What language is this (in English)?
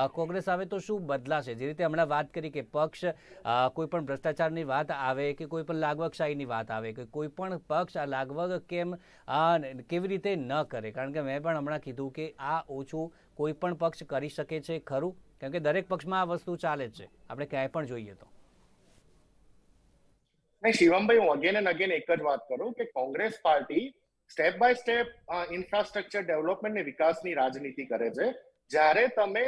Gujarati